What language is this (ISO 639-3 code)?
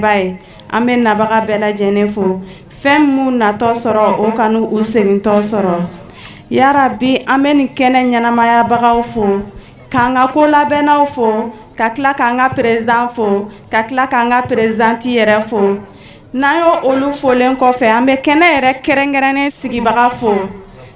bam